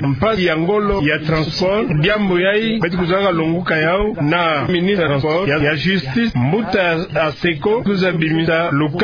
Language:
Kituba (Democratic Republic of Congo)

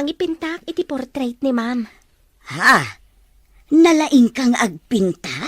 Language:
Iloko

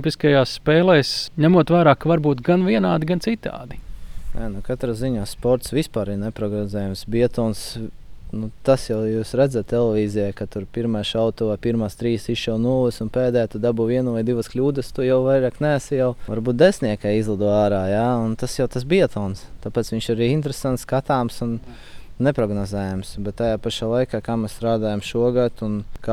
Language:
Latvian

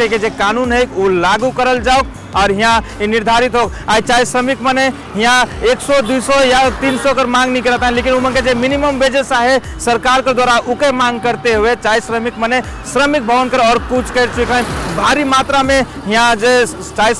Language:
Sadri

